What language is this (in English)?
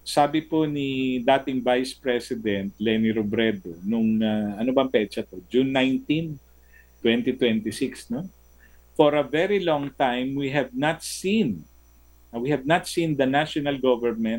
Filipino